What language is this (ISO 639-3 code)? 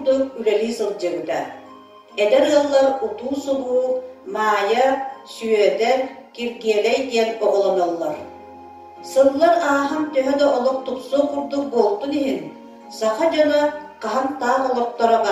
sah